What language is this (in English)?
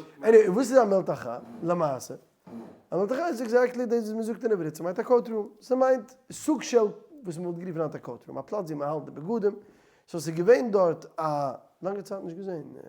Yiddish